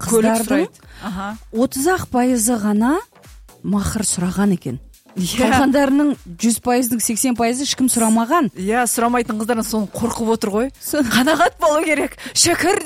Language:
Kyrgyz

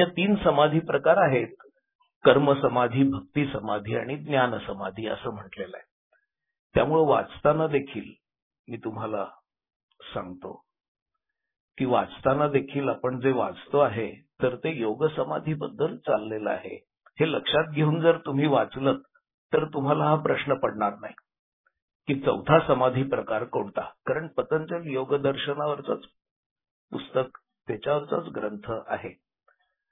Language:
Marathi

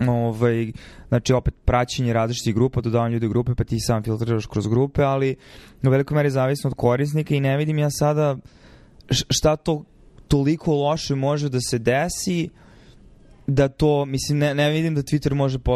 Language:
Serbian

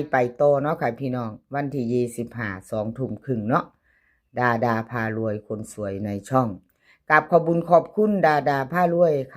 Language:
Northeastern Thai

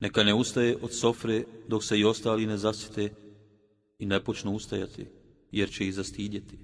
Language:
Bosnian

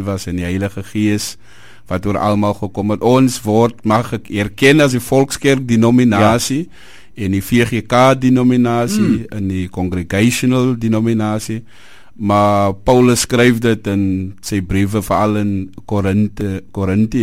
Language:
Afrikaans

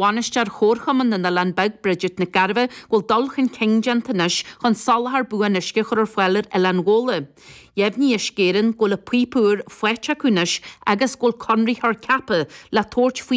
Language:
Irish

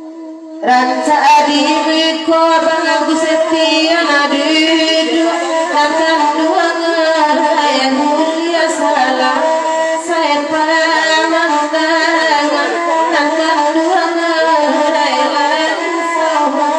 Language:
Minangkabau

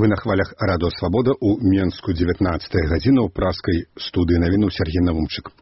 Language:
Belarusian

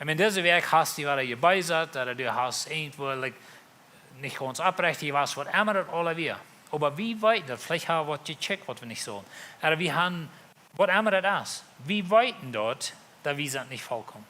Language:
Plautdietsch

